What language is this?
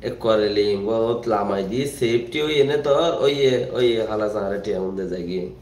Rohingya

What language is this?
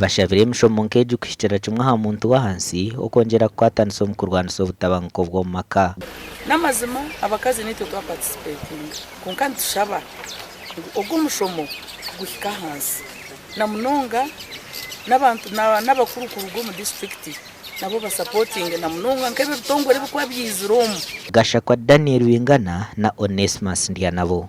Nyankole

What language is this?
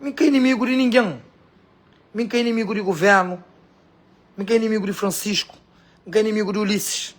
Kabuverdianu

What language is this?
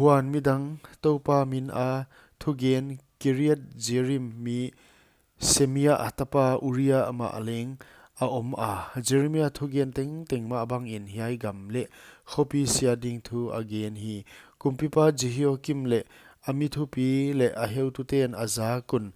Paite Chin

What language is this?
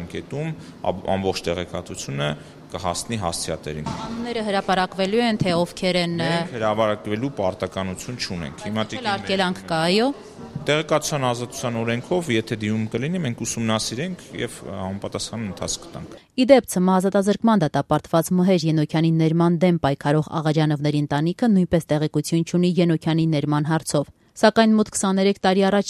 Armenian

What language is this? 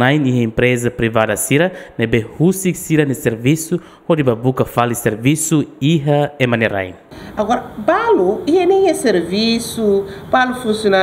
Tetum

